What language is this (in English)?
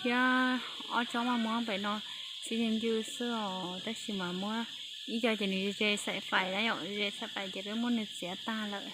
Hmong